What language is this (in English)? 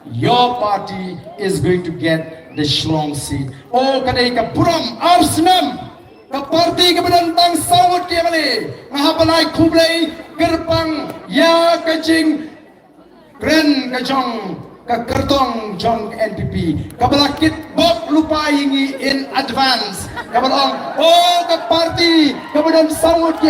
Khasi